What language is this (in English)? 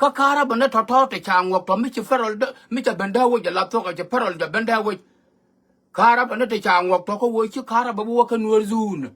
Nuer